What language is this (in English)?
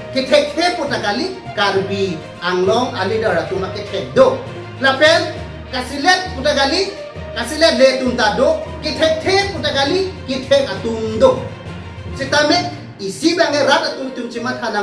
Karbi